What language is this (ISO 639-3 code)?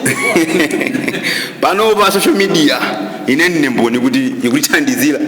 nya